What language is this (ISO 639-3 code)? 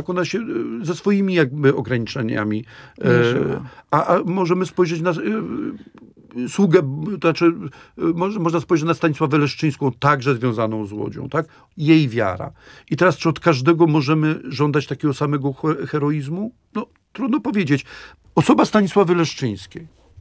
pol